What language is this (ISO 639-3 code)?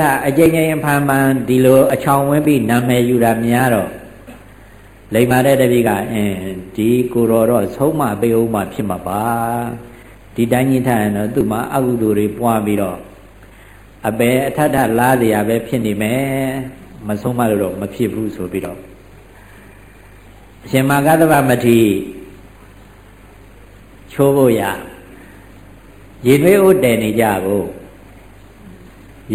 mya